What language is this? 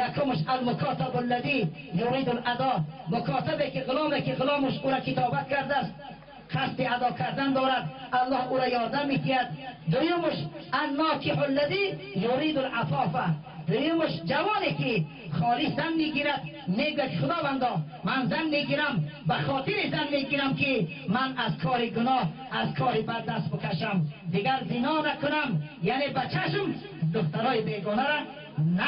Tajik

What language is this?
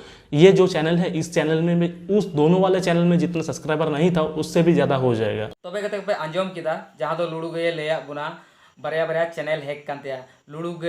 Santali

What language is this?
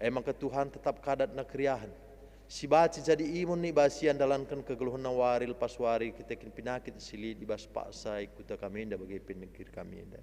Batak Karo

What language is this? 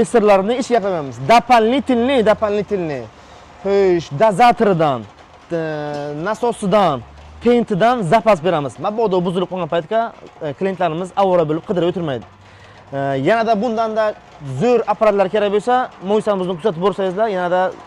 Uzbek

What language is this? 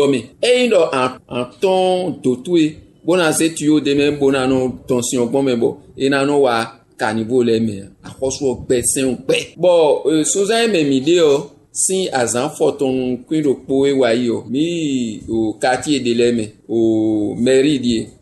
Fon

